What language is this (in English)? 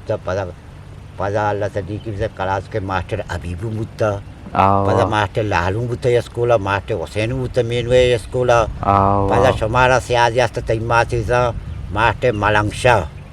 Eastern Balochi